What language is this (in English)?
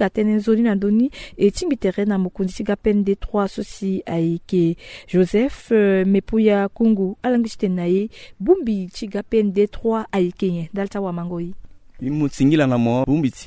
Sango